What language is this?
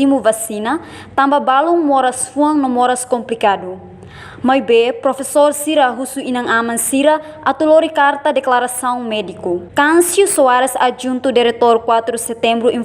Tetum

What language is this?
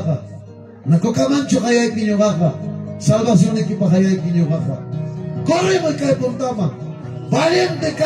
Ayacucho Quechua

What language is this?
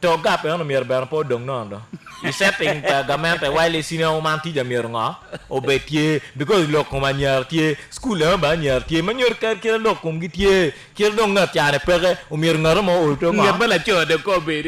Acoli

